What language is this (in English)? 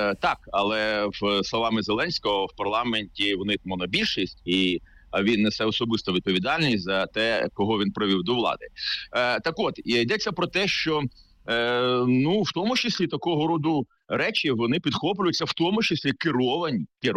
Ukrainian